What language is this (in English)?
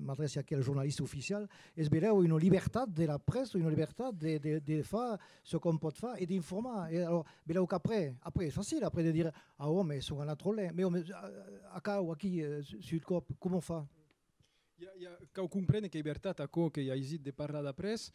Occitan